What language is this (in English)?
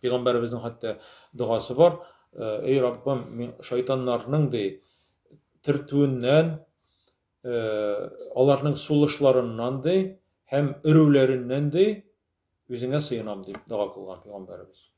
Tatar